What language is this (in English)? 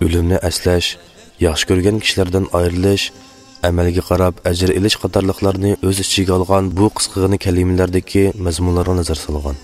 Uyghur